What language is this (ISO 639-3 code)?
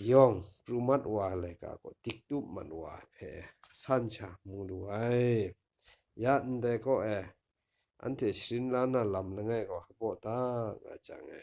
kac